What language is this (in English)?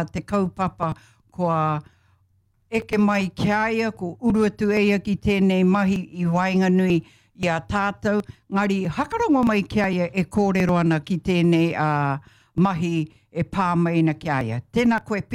Māori